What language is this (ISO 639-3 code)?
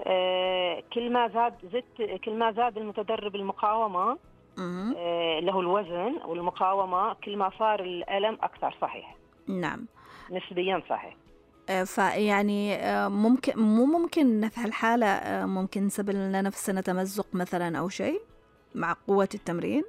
ars